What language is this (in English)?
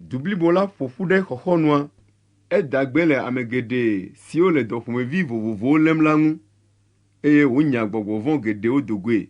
Ewe